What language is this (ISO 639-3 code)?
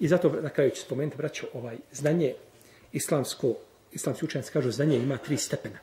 bos